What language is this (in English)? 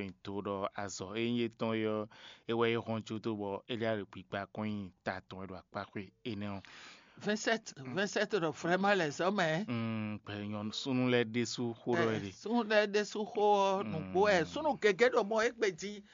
Fon